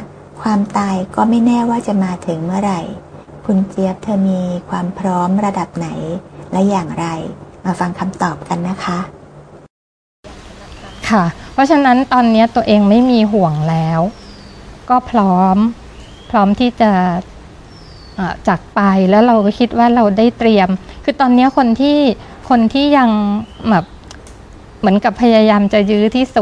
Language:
Thai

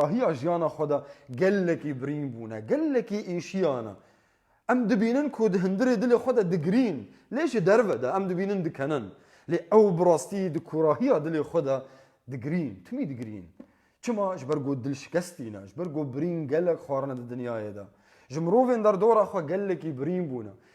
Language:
Kurdish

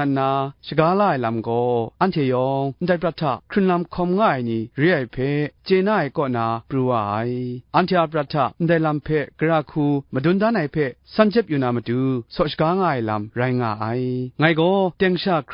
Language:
Kachin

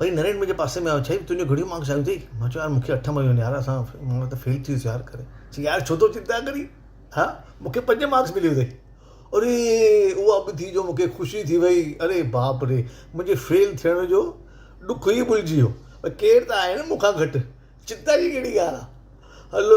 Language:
Sindhi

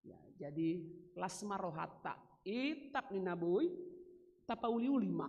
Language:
Batak Toba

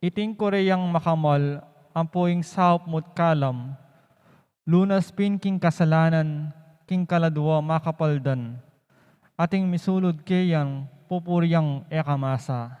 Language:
Pampanga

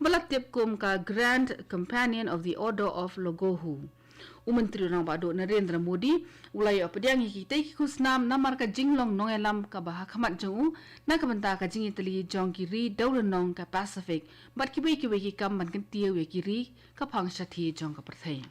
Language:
Khasi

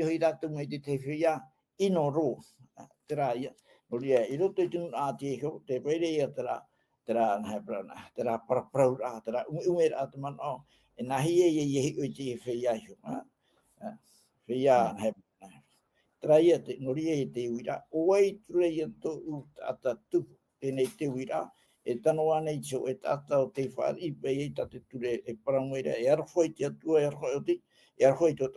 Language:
Tahitian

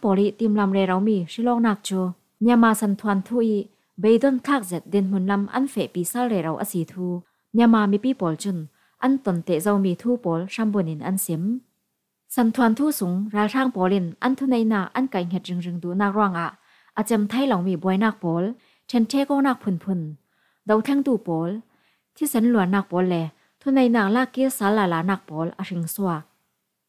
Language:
Falam Chin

